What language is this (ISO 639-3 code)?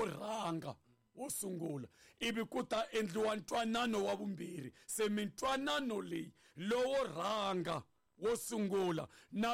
tso